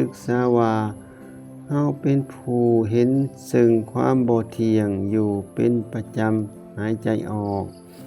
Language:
Lao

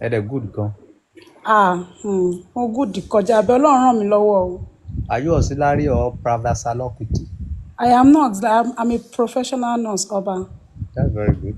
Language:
Yoruba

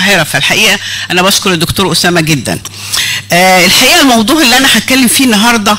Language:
Egyptian Arabic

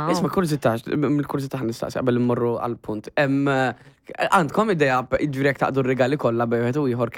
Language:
Maltese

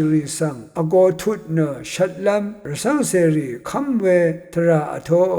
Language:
Rawang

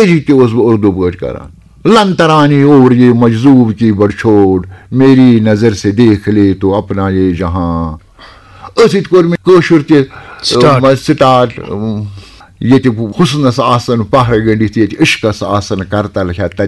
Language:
Kashmiri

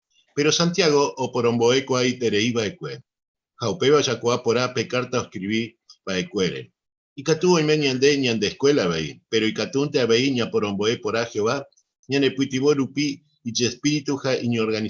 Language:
Guarani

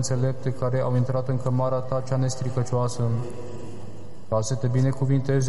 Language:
Romanian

